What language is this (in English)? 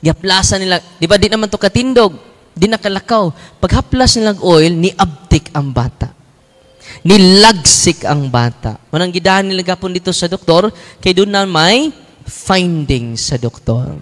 Cebuano